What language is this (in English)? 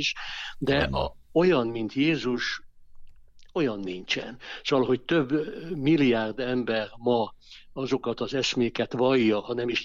Hungarian